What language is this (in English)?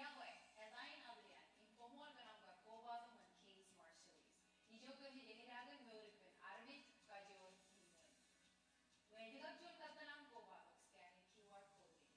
Marshallese